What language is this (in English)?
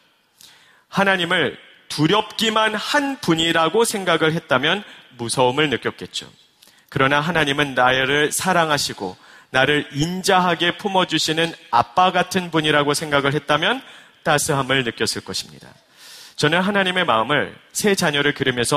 Korean